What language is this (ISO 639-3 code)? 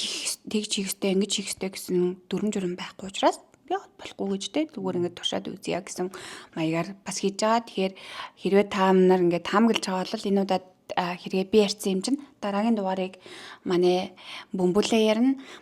mon